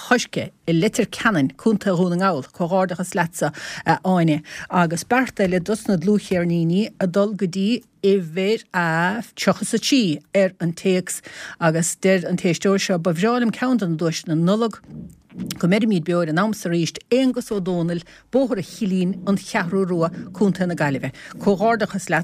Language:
Irish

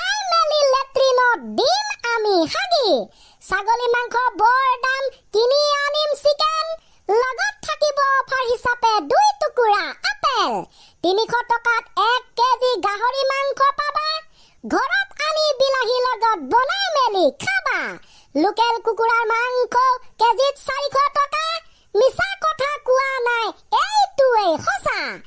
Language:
Assamese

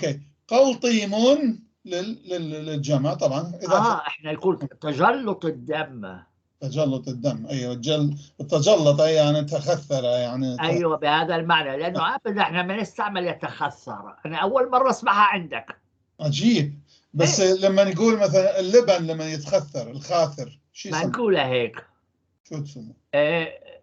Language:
North Levantine Arabic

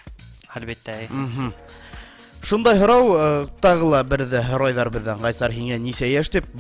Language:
Bashkir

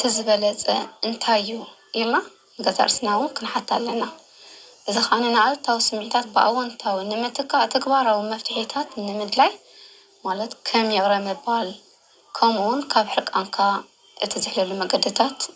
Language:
Tigrinya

